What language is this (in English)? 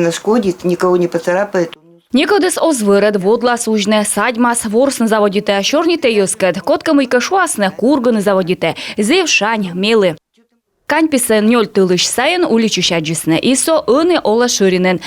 Komi